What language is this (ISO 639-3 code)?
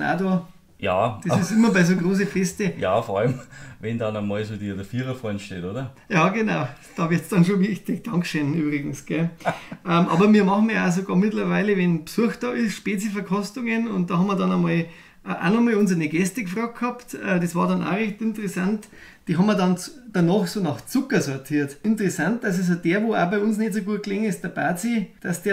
bar